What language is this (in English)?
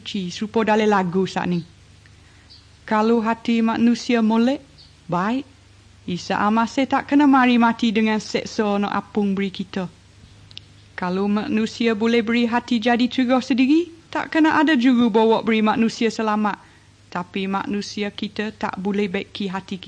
Malay